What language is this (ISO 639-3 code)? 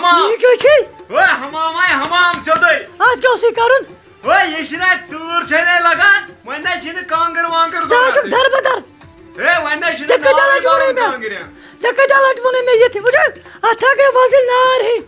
kas